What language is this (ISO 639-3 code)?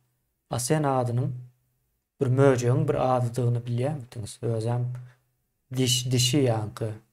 tuk